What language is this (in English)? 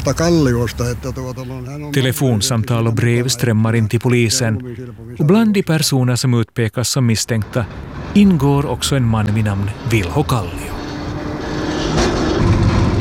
Swedish